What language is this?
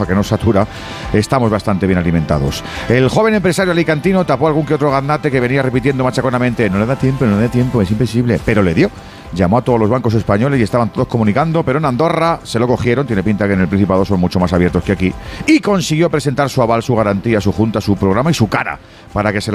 Spanish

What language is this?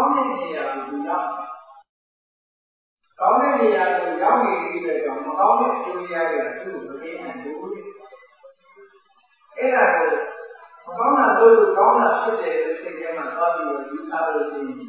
Burmese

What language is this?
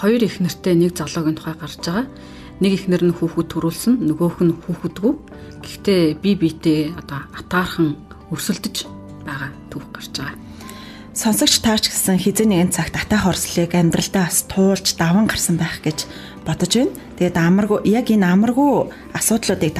Mongolian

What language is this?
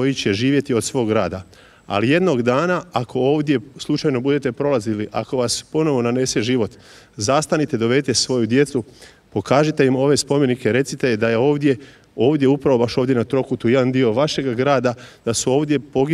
Croatian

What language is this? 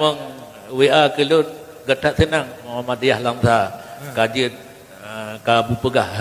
Achinese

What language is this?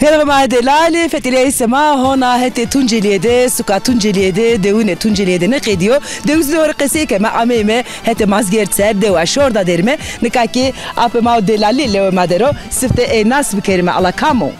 Zaza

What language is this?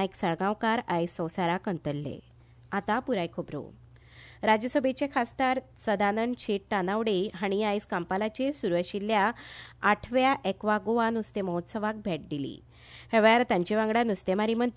Konkani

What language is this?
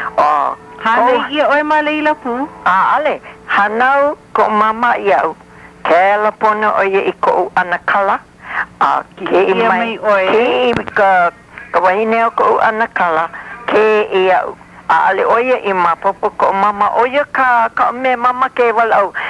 Hawaiian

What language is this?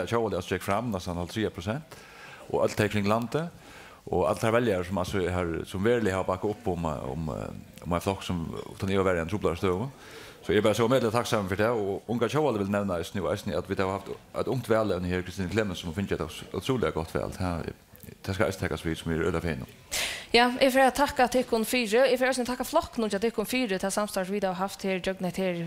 Faroese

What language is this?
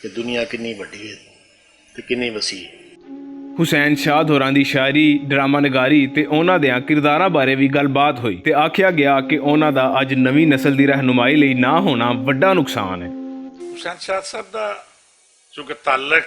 Western Panjabi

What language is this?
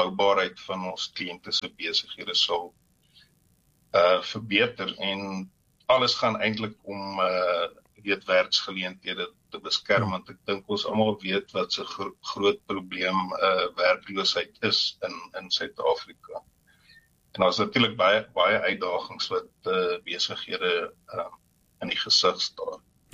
Afrikaans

